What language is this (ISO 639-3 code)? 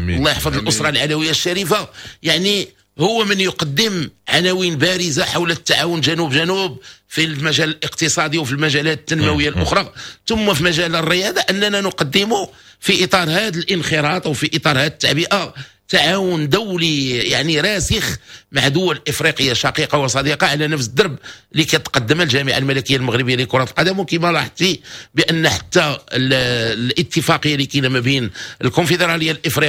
ary